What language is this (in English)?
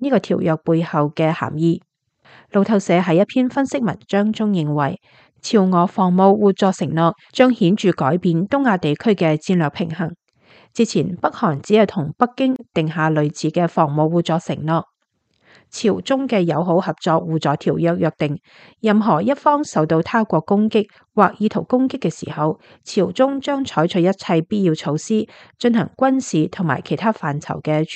Cantonese